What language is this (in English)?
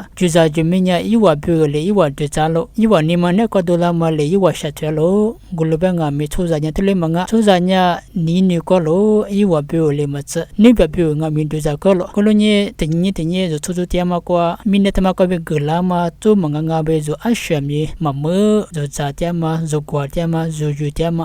Lisu